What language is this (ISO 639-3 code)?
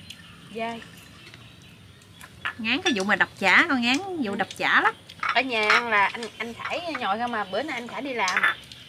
vie